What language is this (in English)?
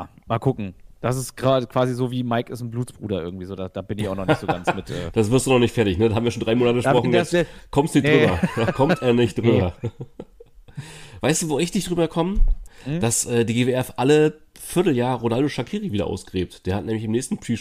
German